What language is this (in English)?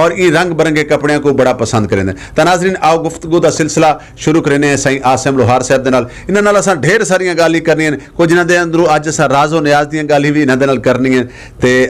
Saraiki